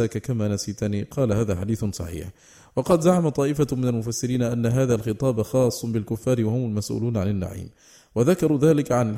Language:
Arabic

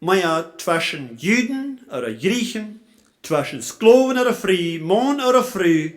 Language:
Plautdietsch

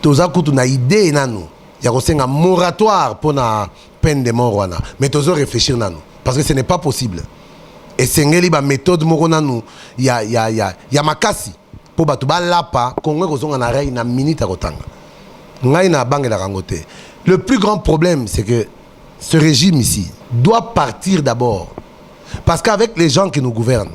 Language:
Lingala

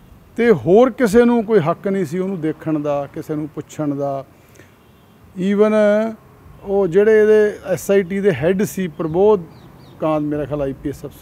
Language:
Punjabi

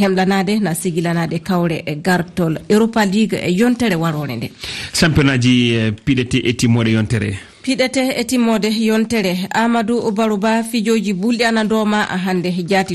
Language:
Fula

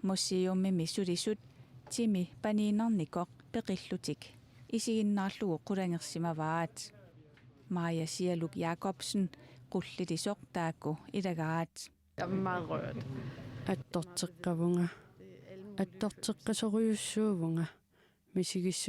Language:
Kalaallisut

